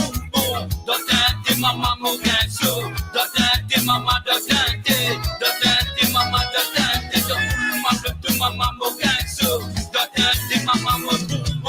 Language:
Morisyen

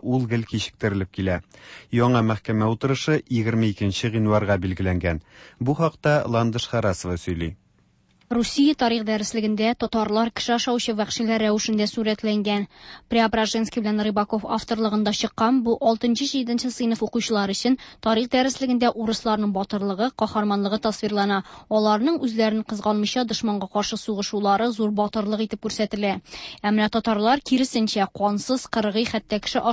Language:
Tatar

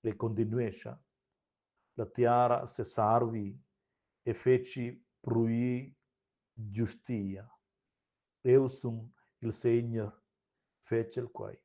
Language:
Romansh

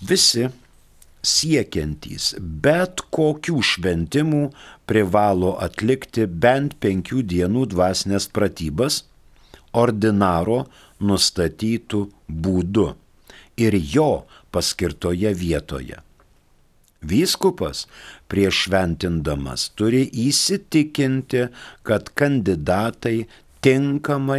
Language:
Lithuanian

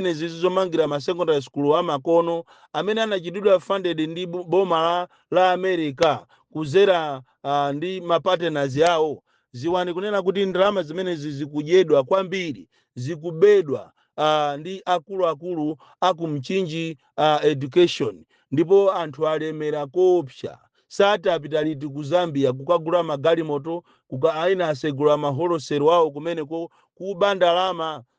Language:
Nyanja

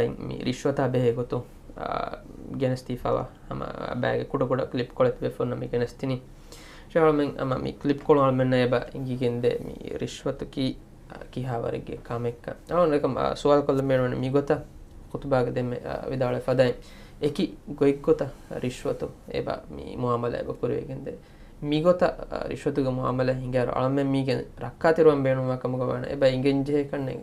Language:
Divehi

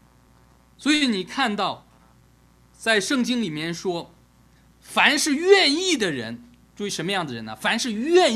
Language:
Chinese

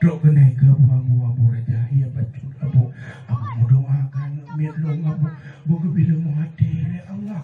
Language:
Achinese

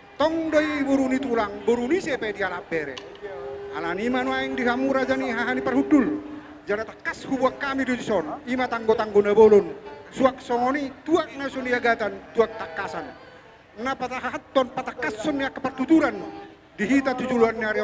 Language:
Batak Toba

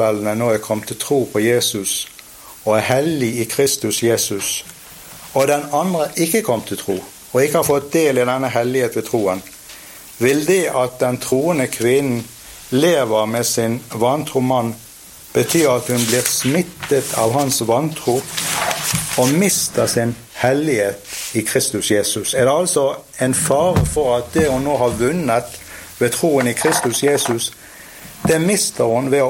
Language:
Norwegian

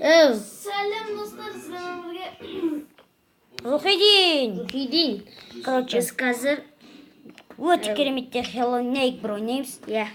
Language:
Kazakh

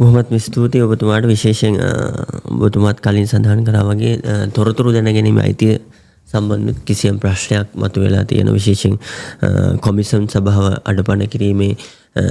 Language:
Sinhala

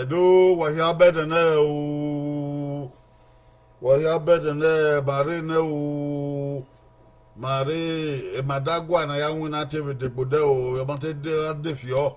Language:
Bini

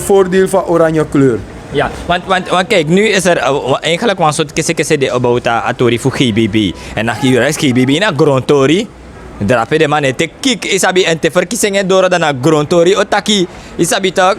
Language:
Sranan Tongo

